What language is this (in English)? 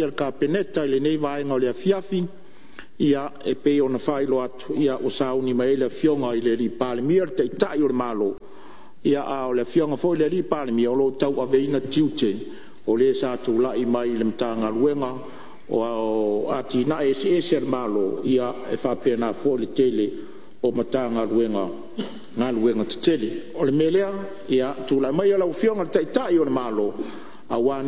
Samoan